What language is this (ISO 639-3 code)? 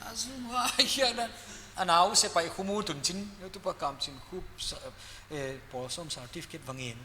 pck